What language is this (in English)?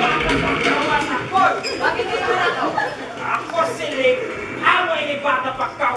Waray